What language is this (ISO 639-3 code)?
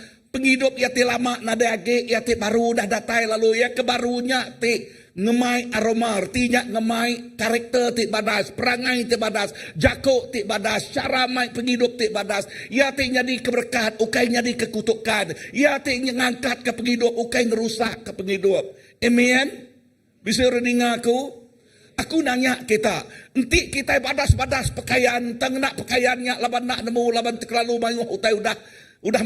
iba